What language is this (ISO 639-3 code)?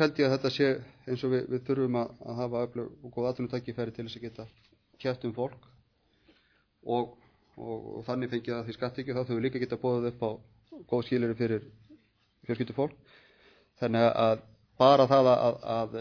isl